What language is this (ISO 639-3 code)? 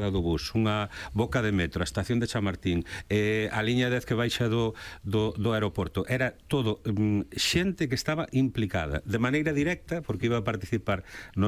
glg